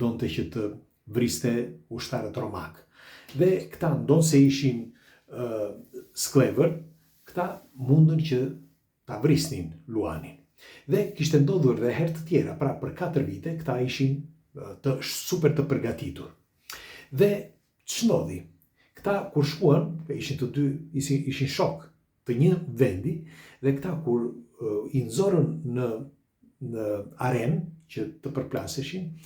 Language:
Albanian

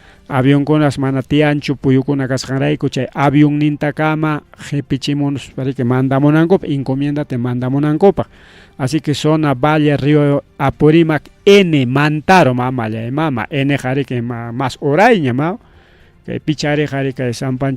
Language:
Ayacucho Quechua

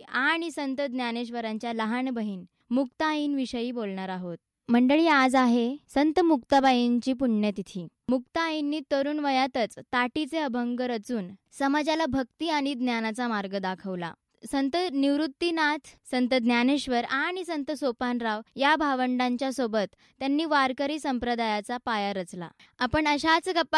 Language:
Marathi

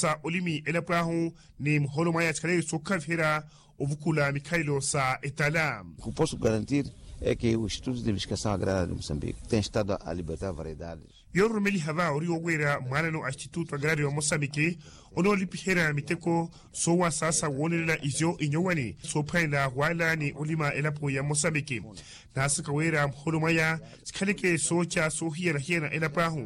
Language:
Makhuwa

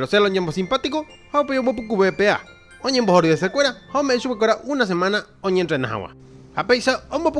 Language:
Guarani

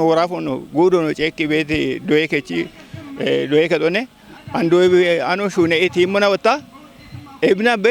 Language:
Kafa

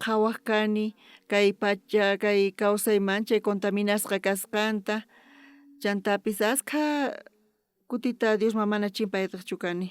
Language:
South Bolivian Quechua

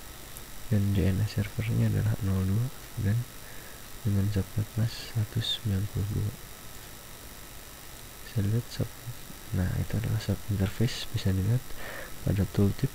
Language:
Indonesian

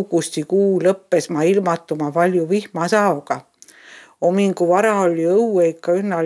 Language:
Estonian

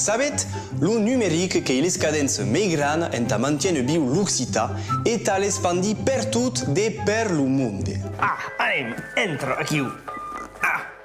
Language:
Occitan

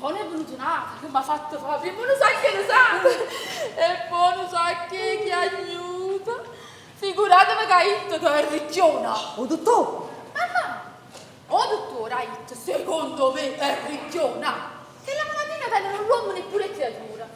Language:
Neapolitan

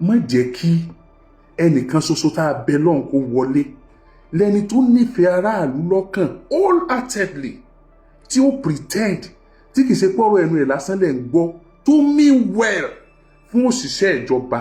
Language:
Yoruba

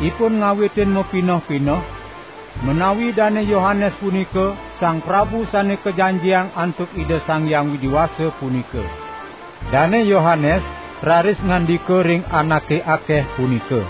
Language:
Balinese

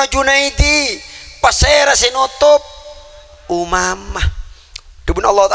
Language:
Madurese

